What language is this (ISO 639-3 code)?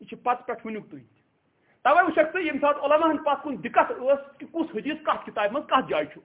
kas